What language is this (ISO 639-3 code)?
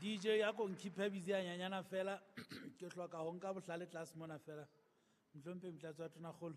sot